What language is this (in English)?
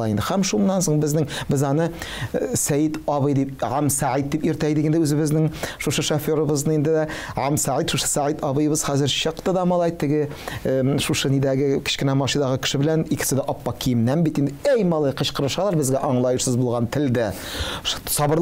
Tatar